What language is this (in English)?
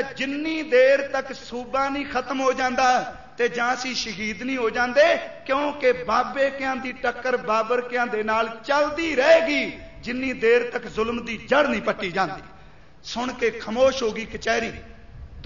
Punjabi